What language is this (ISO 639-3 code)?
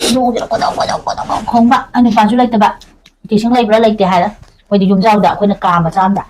mni